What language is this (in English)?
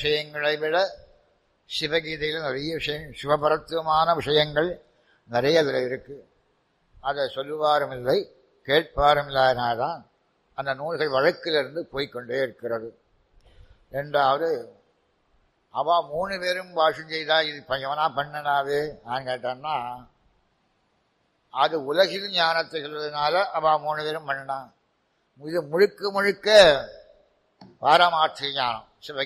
Tamil